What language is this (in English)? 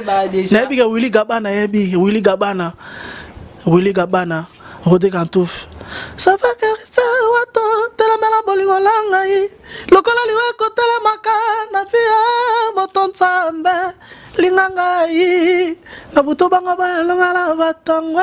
Lingala